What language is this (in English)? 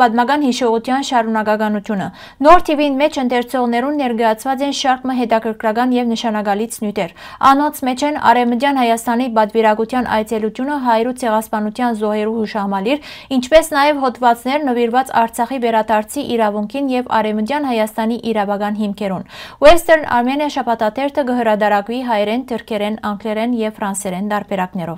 Western Armenian